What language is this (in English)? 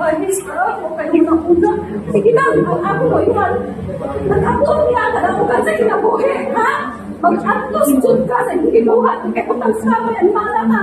Cebuano